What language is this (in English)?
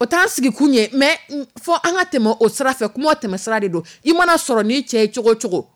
Dyula